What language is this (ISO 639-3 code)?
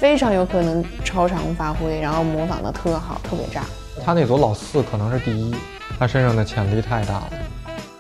zho